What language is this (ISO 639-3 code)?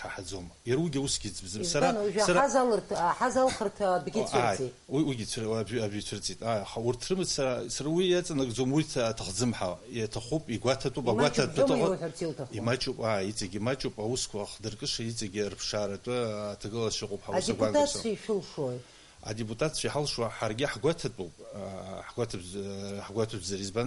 abk